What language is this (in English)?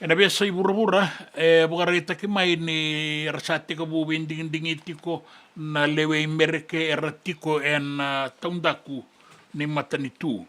Fijian